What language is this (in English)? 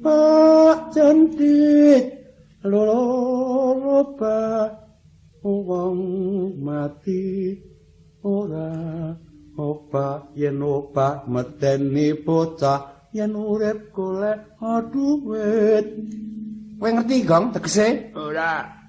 Javanese